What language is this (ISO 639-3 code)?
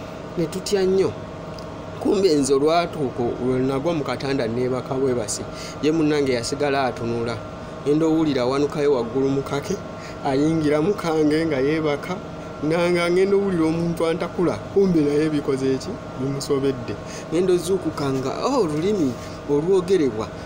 lug